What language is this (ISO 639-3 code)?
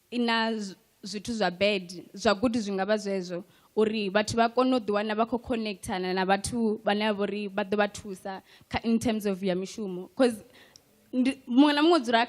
ven